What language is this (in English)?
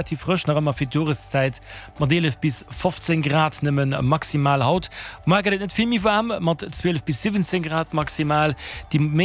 Luxembourgish